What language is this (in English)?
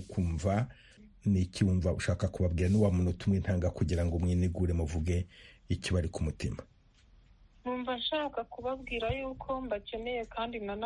Kinyarwanda